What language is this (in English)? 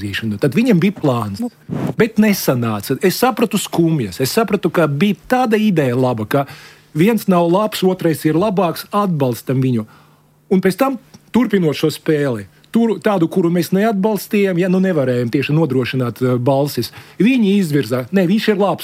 Latvian